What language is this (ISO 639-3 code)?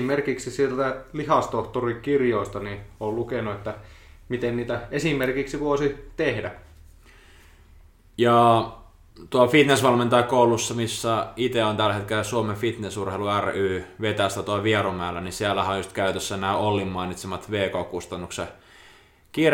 fin